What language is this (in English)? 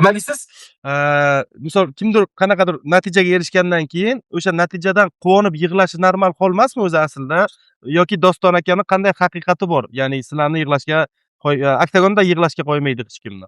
Uzbek